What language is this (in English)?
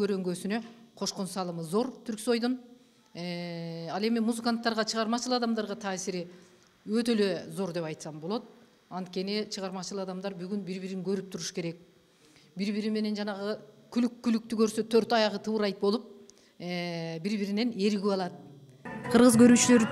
Kyrgyz